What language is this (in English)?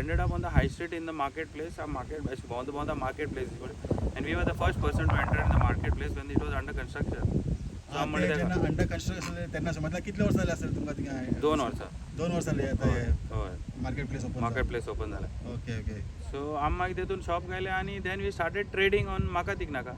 Konkani